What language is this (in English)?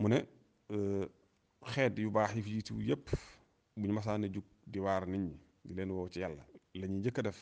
Wolof